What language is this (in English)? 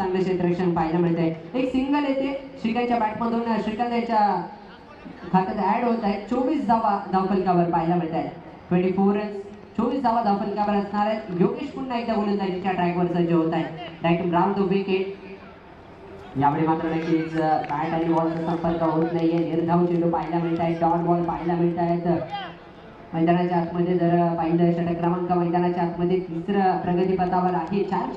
Marathi